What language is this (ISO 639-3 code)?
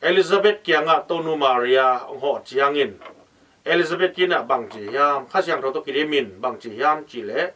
ctd